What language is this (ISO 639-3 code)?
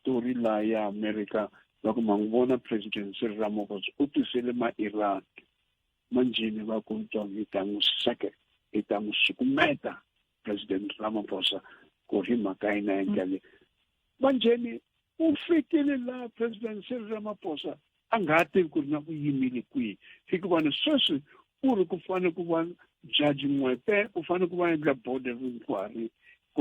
tso